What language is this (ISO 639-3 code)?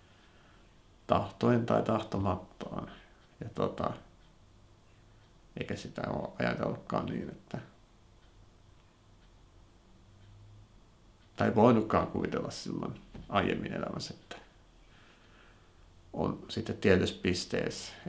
fin